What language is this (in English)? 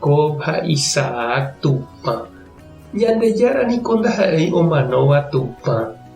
Guarani